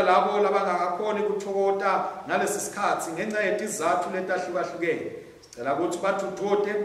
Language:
Swati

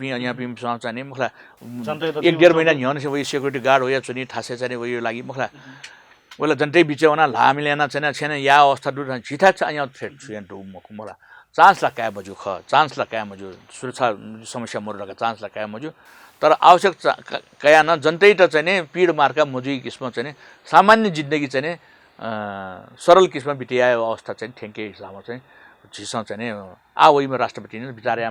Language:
Newari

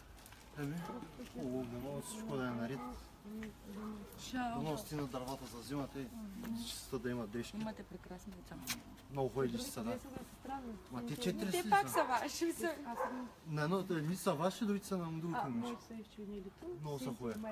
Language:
Bulgarian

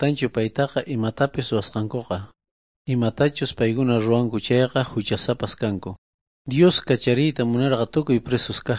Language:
Quechua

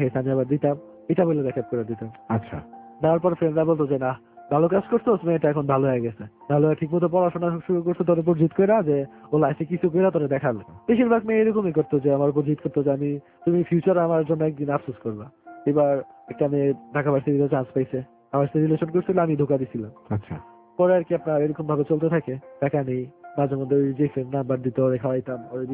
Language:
Bangla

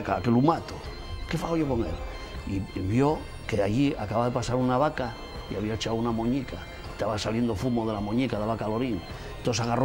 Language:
Asturian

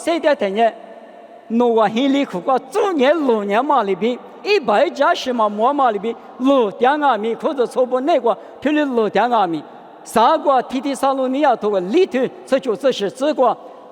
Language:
Lisu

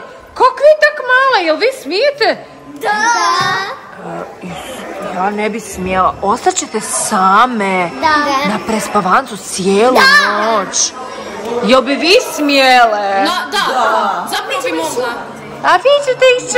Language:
Croatian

